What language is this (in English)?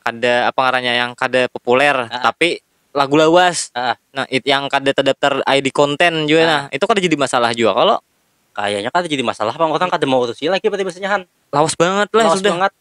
Banjar